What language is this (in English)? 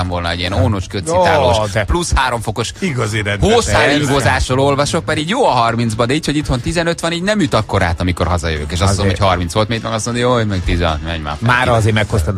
Hungarian